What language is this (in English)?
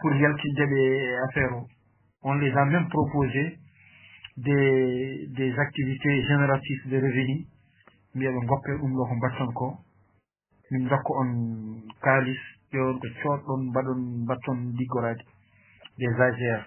Fula